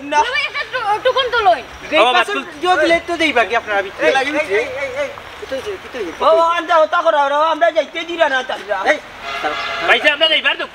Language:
Sylheti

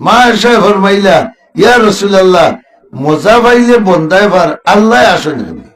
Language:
Sylheti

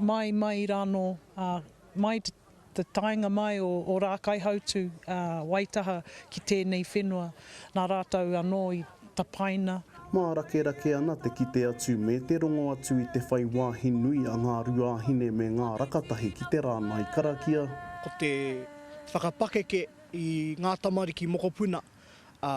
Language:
Māori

